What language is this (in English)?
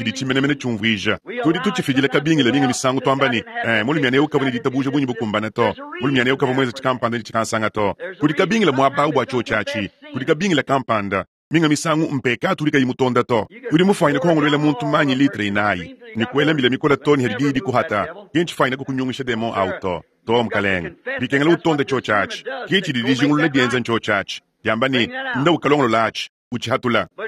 Luba-Lulua